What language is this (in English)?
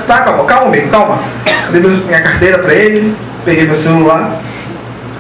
Portuguese